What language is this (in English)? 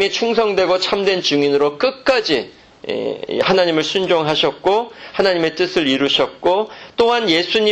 Korean